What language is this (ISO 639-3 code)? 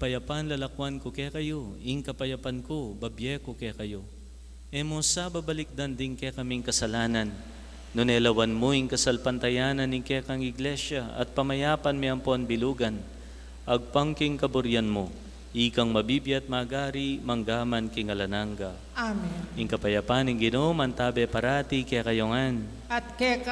pam